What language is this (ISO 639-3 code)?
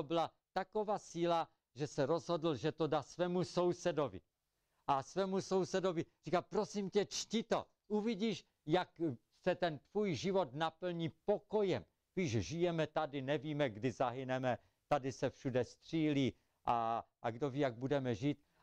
ces